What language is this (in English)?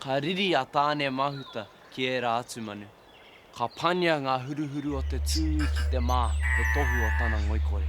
Māori